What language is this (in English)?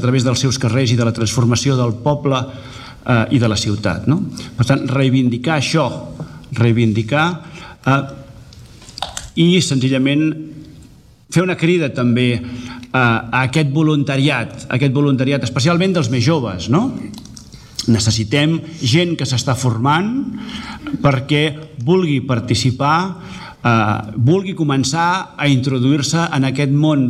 Catalan